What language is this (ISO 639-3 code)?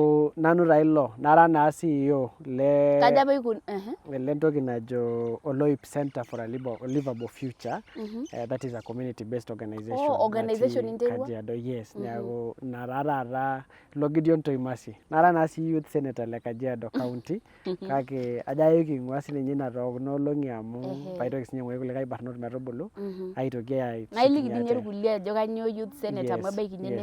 mas